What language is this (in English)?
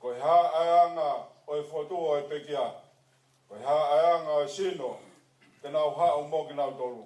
Tongan